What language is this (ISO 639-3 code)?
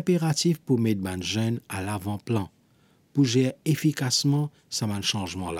mfe